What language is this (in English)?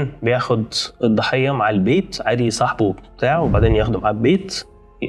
Egyptian Arabic